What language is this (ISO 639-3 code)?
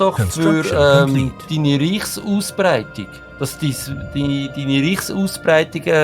gsw